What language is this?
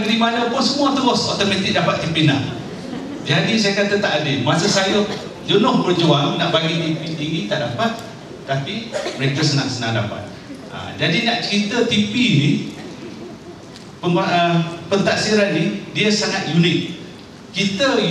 Malay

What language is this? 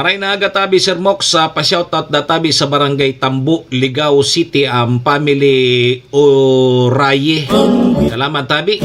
Bikol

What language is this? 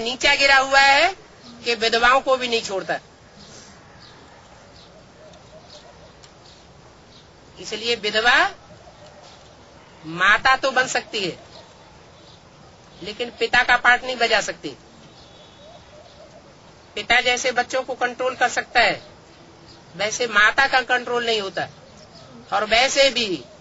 Hindi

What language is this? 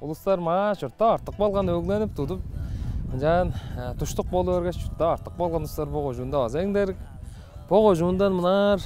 Tuvinian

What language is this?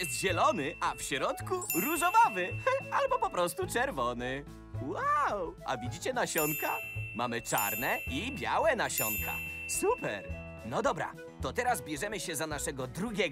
Polish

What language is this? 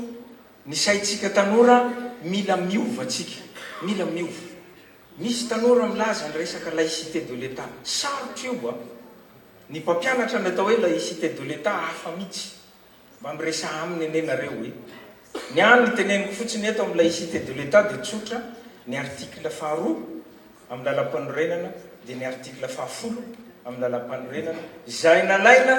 Malagasy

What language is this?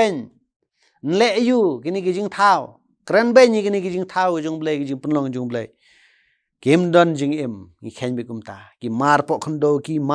Khasi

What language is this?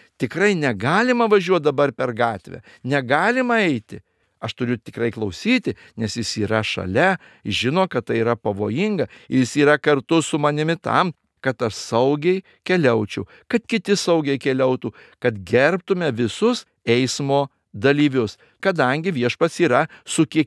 Lithuanian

